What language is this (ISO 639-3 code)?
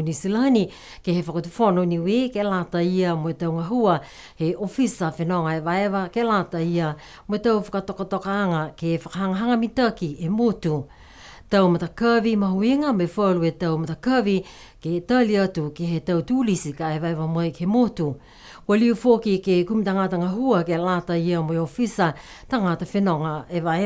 niu